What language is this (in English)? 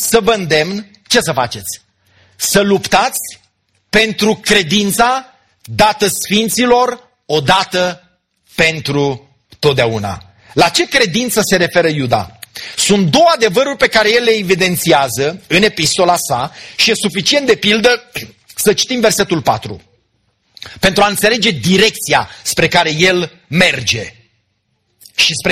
Romanian